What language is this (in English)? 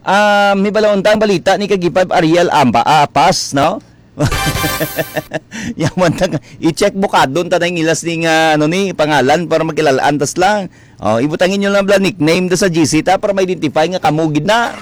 Hiligaynon